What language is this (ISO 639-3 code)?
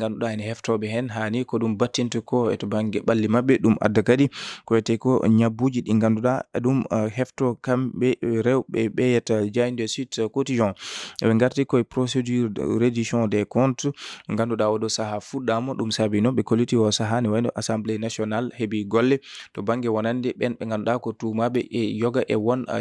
ful